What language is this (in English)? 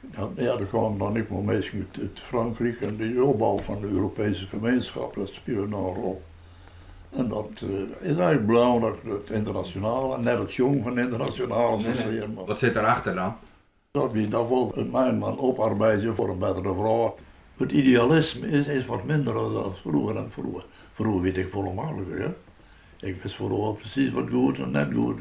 Western Frisian